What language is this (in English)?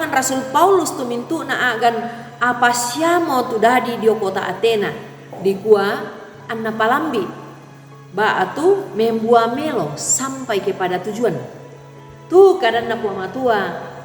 Toraja-Sa'dan